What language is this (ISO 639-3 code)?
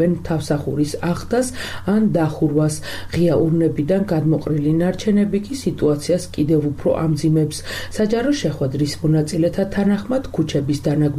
kat